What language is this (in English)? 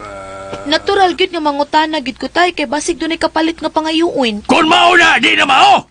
Cebuano